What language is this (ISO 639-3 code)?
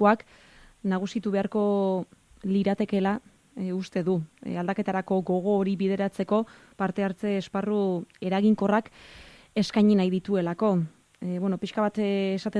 eus